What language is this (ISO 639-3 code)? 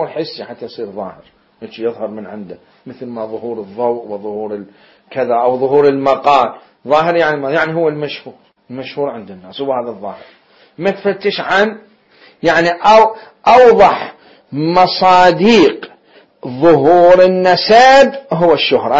acm